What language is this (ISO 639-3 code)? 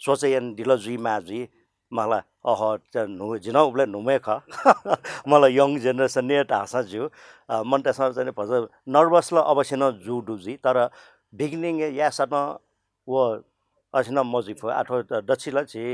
new